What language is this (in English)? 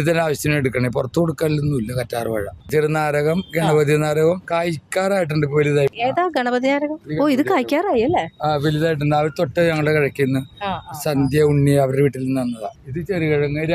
Malayalam